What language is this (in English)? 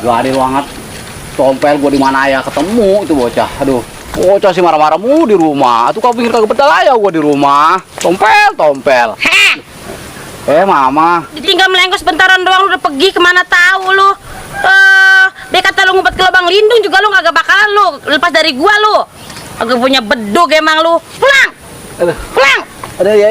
Betawi